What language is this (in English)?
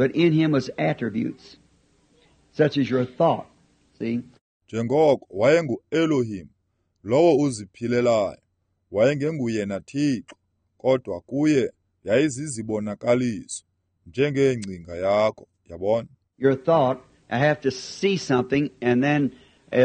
Xhosa